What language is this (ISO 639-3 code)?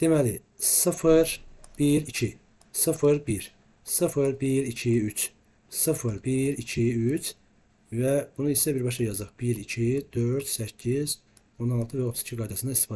aze